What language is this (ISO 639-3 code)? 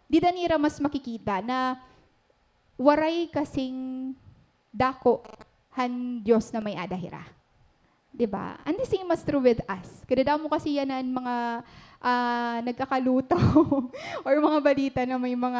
war